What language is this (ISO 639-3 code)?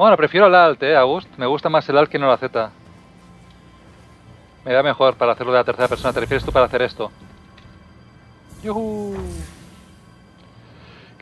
spa